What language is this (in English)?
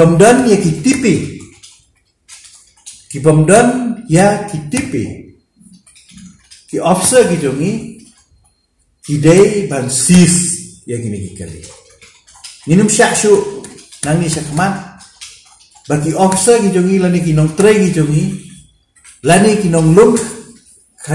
Khasi